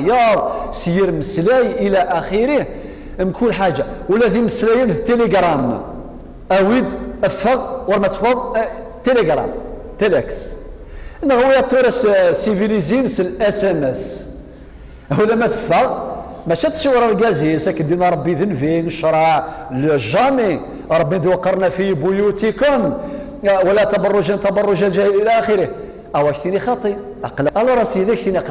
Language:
Kabyle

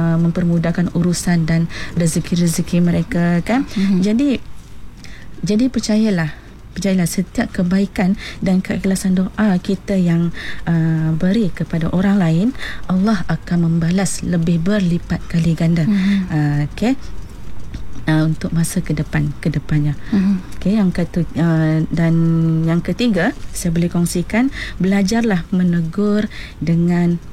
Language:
Malay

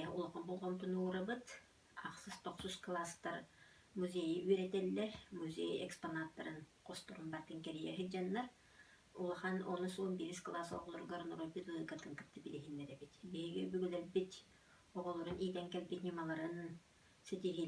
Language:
Yakut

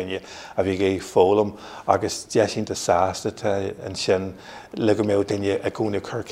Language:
Irish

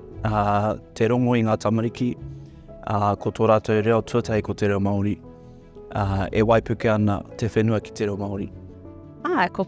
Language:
Māori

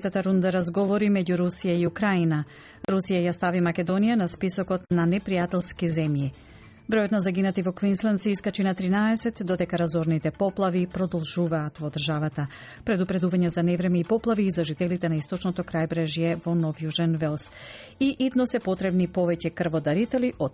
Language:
Macedonian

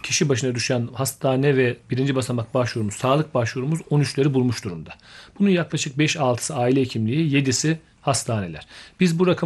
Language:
Turkish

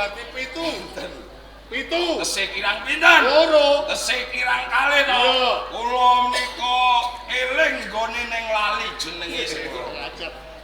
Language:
Javanese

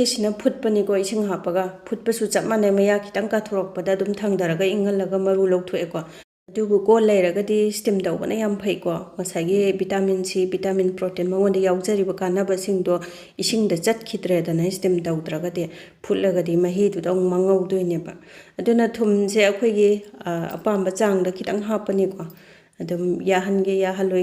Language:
Manipuri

